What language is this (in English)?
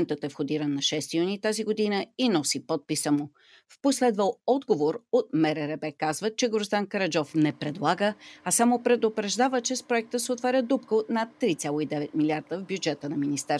Bulgarian